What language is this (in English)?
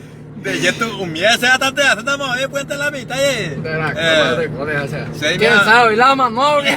Guarani